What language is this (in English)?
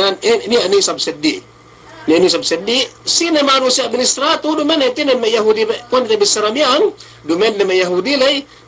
Yakan